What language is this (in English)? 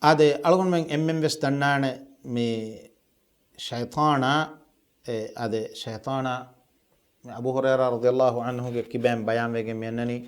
Divehi